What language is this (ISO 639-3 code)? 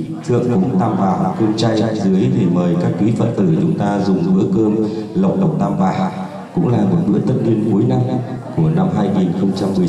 vie